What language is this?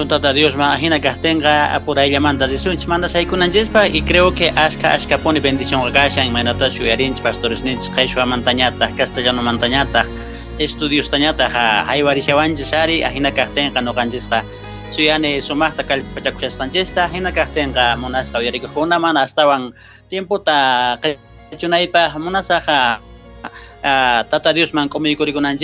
South Bolivian Quechua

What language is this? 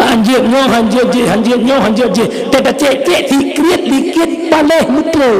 Achinese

